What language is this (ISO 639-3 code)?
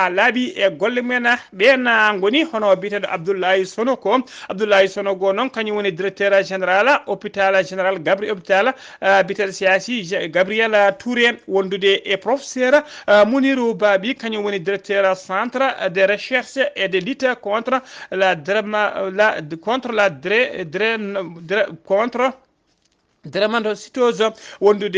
ful